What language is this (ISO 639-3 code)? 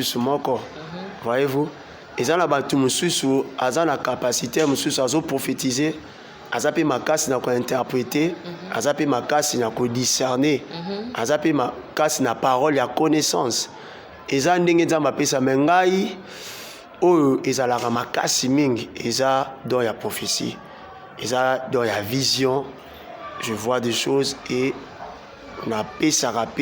lin